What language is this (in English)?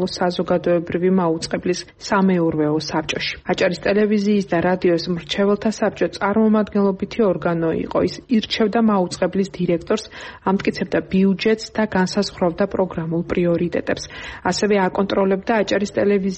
Georgian